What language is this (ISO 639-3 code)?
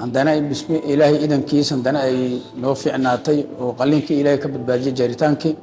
som